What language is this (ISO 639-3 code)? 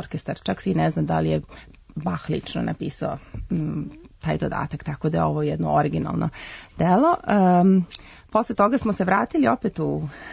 srp